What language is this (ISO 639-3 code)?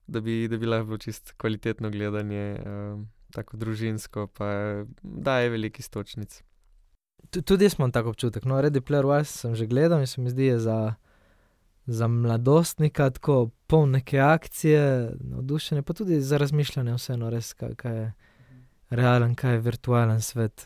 slv